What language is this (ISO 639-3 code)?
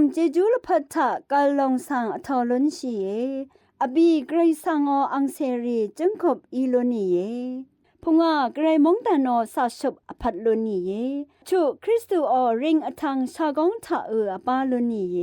raw